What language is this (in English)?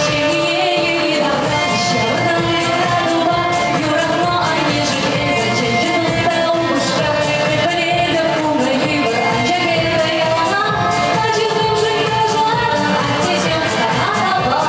Chuvash